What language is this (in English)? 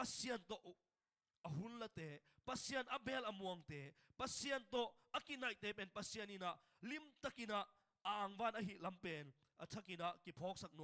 Tedim Chin